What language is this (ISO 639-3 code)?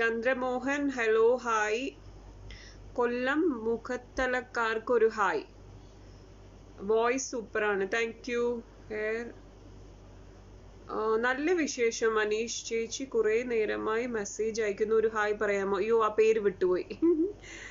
mal